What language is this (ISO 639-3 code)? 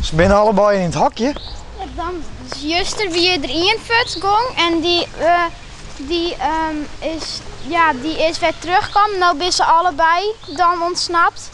fry